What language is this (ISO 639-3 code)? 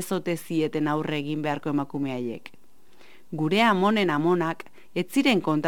eus